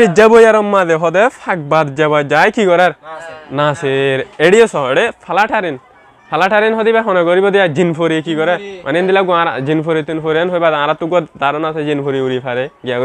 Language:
Rohingya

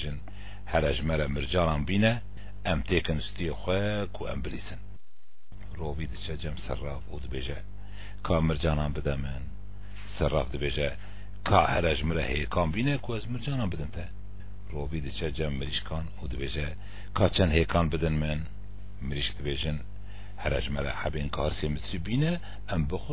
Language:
Kurdish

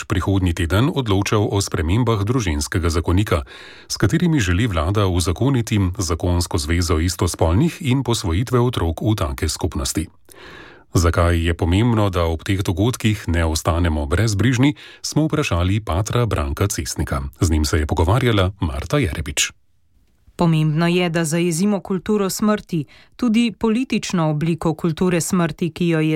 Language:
Slovenian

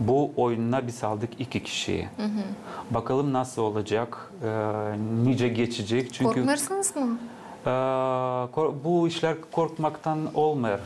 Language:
Gagauz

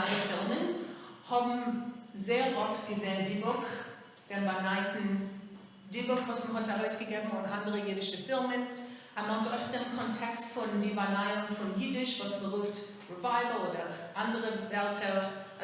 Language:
Yiddish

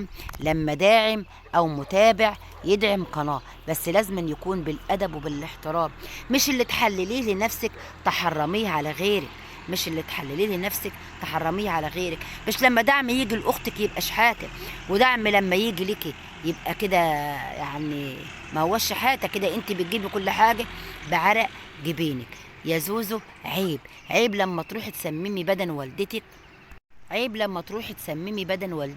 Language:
Egyptian Arabic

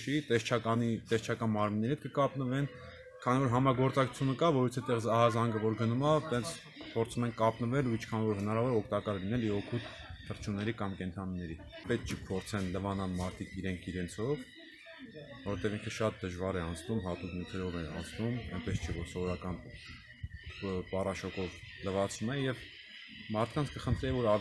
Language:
Armenian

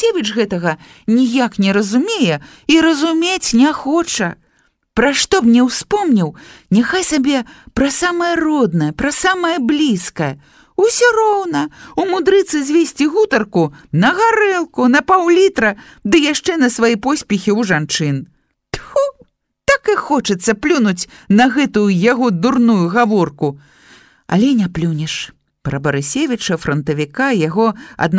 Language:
Belarusian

